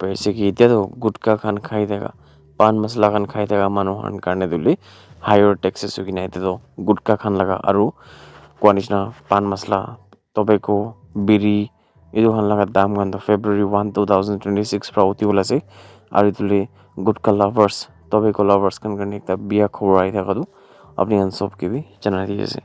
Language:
Naga Pidgin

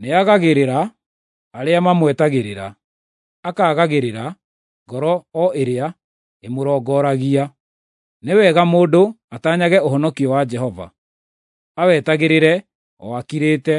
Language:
Kikuyu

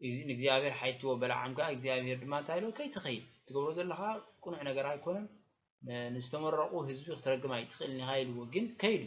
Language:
Tigrinya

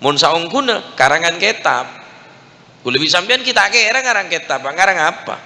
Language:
Madurese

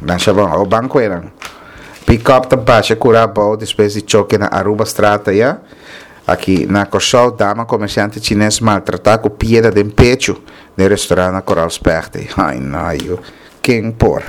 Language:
Papiamento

